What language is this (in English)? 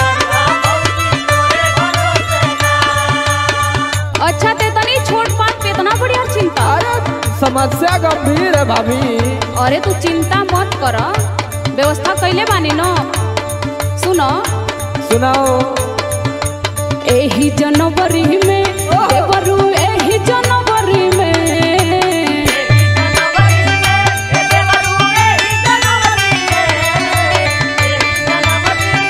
Bhojpuri